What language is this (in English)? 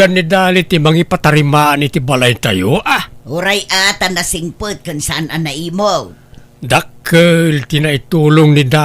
Iloko